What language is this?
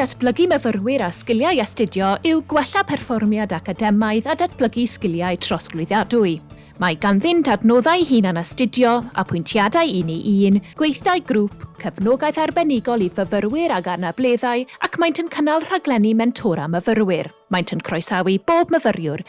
Welsh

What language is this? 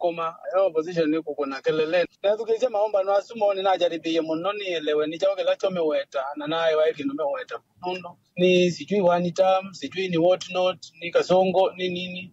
Kamba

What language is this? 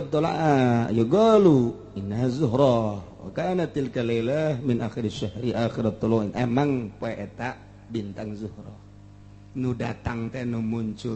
Sundanese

